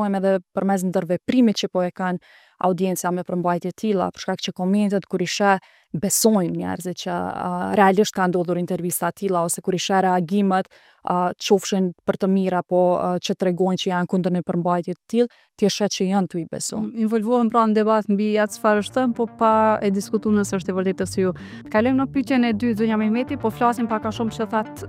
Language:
Albanian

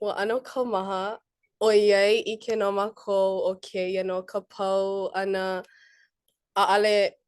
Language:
Hawaiian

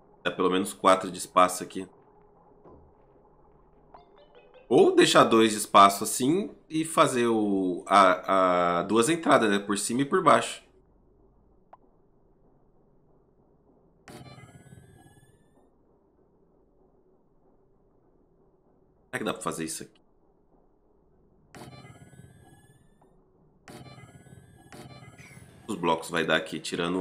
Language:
Portuguese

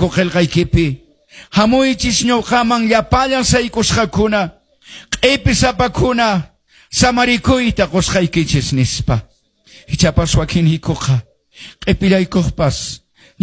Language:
Quechua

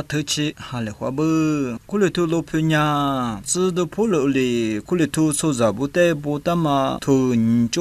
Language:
Lisu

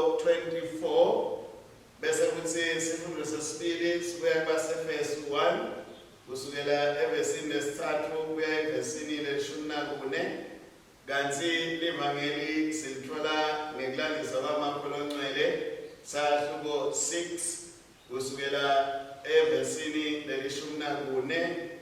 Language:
Swati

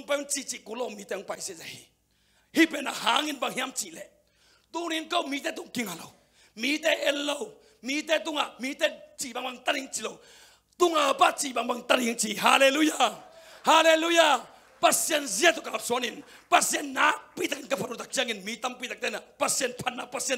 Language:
Tedim Chin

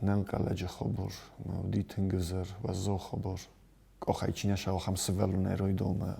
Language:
Ossetic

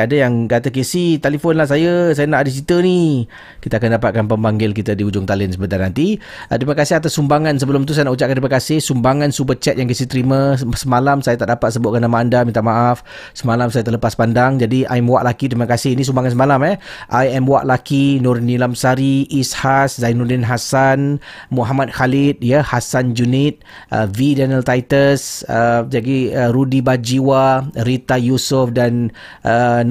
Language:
Malay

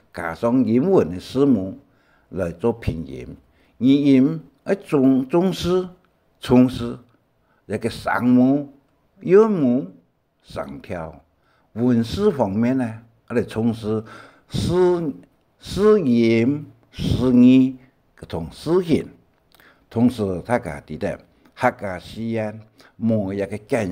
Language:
Hakka Chinese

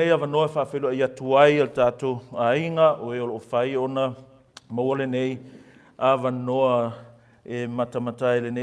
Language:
Samoan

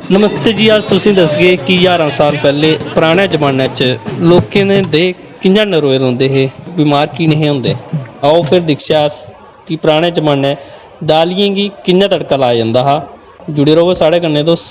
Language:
Dogri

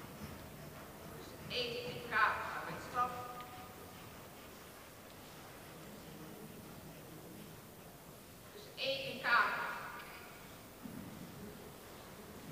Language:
Dutch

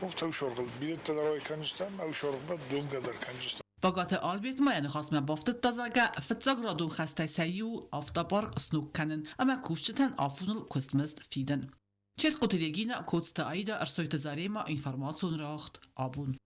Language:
Ossetic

